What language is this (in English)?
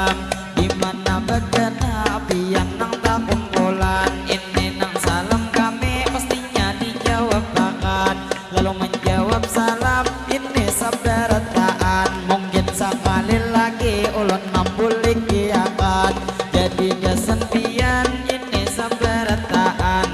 Banjar